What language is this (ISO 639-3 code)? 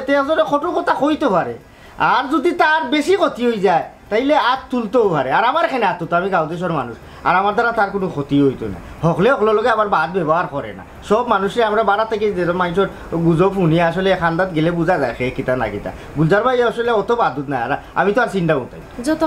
syl